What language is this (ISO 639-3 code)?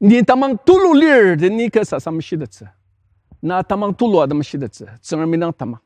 njo